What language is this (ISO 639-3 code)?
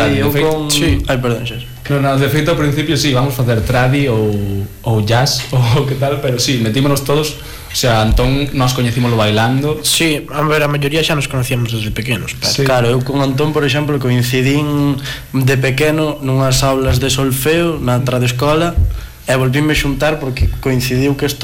glg